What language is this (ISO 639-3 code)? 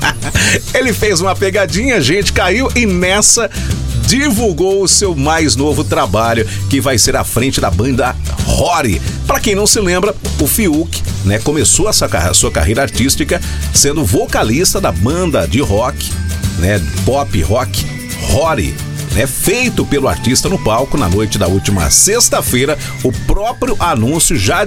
por